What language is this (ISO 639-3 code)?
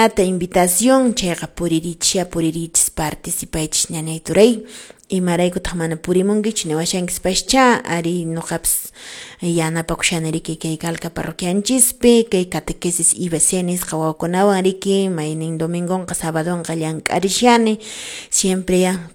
que